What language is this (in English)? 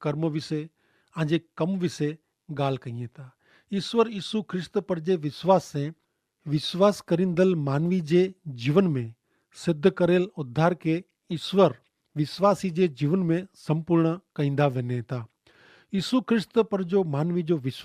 Kachhi